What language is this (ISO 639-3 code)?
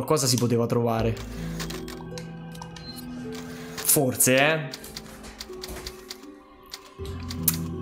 ita